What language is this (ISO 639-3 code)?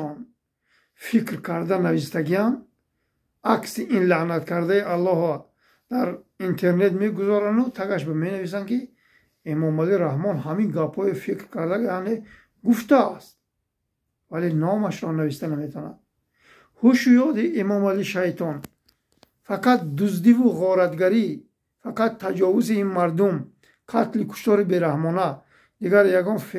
tgk